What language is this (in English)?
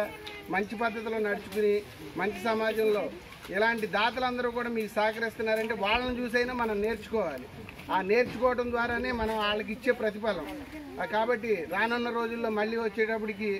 Telugu